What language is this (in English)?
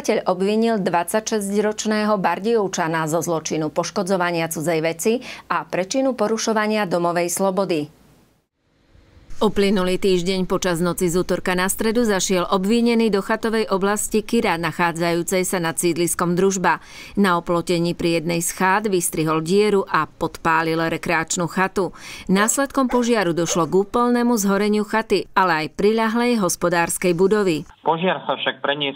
Slovak